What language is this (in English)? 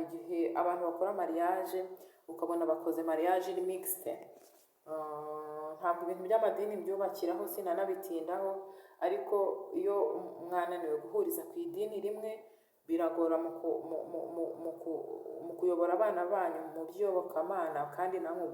Kinyarwanda